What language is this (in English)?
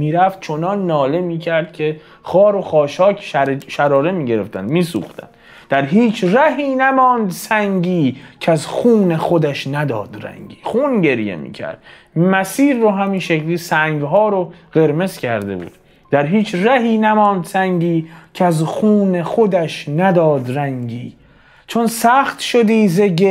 Persian